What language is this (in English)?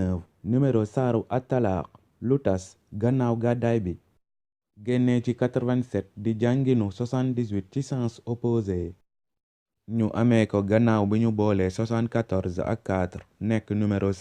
Wolof